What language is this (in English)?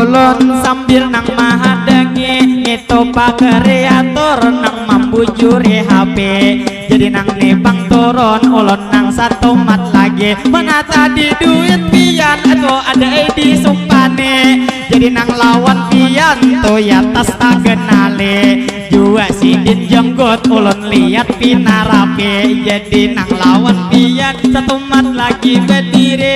Banjar